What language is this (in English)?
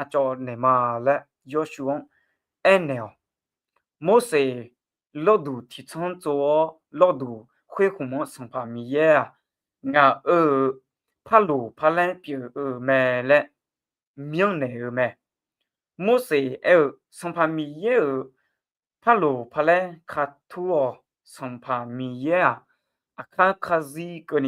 Akha